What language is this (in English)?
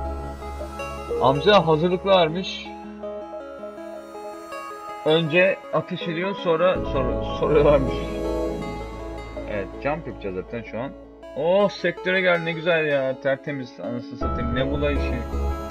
Turkish